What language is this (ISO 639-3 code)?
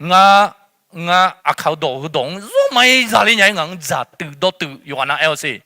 ahk